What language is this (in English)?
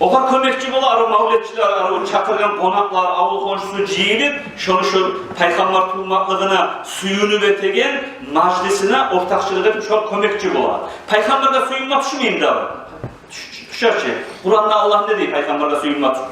Kumyk